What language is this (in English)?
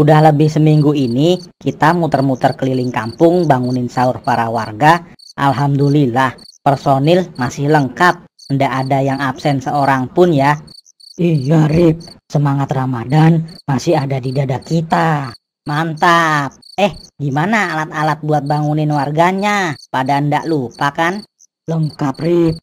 Betawi